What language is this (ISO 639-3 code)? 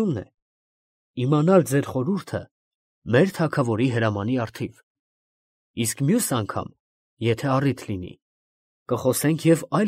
hye